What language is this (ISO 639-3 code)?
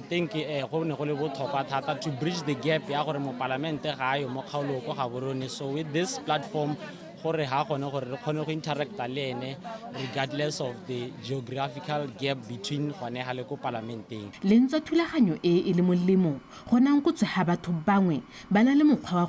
tsn